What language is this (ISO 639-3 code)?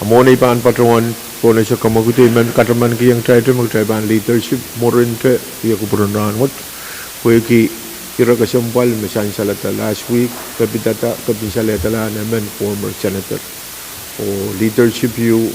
pon